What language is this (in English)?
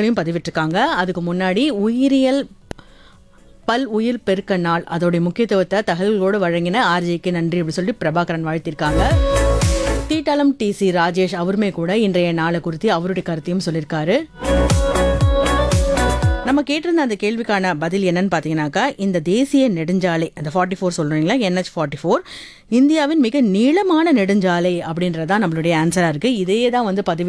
Tamil